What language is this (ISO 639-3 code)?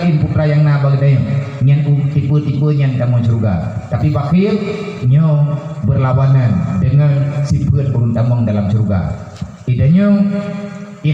ace